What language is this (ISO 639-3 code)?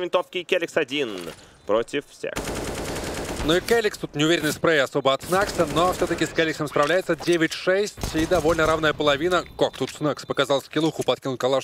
rus